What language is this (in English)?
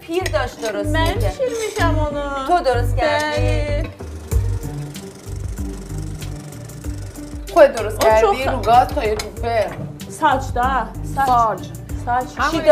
Persian